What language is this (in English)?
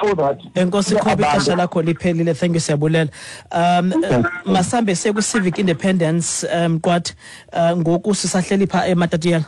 Xhosa